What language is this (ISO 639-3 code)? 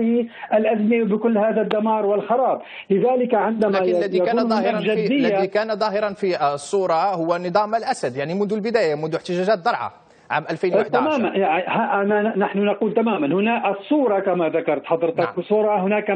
ara